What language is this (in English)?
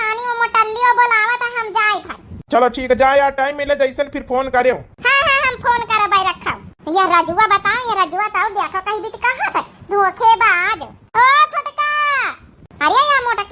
Awadhi